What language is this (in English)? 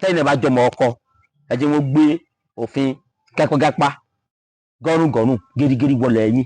Yoruba